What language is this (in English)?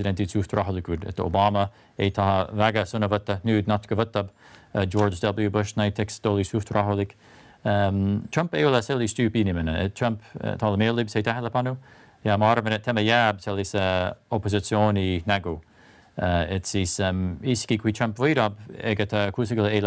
Estonian